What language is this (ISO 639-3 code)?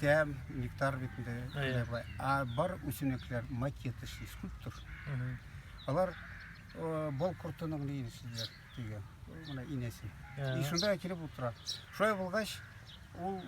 tat